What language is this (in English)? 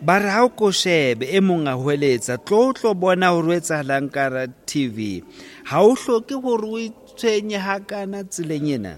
Southern Sotho